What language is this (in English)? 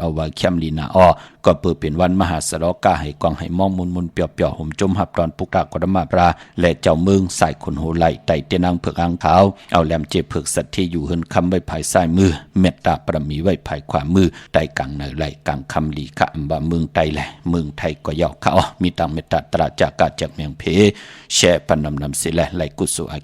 Shan